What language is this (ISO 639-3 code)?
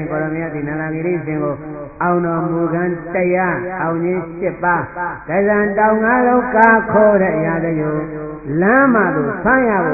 mya